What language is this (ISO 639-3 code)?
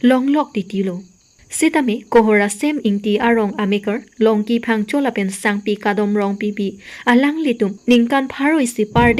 mjw